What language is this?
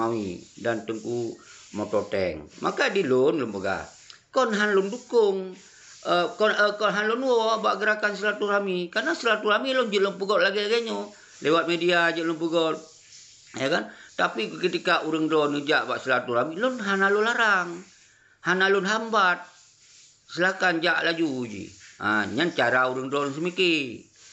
Achinese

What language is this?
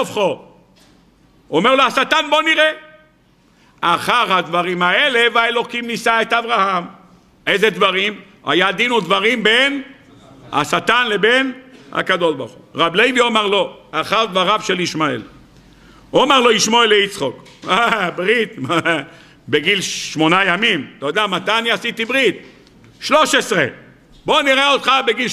Hebrew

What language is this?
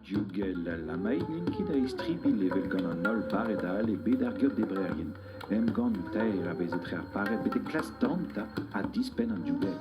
Breton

